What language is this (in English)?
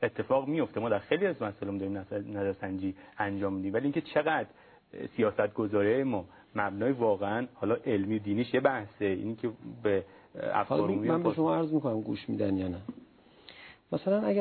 Persian